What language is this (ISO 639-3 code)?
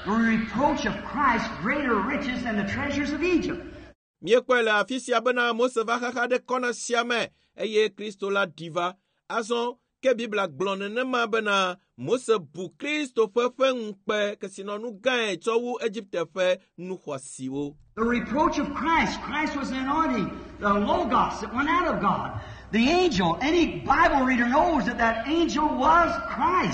ewe